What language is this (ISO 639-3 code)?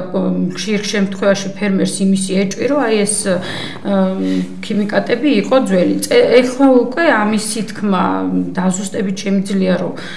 kat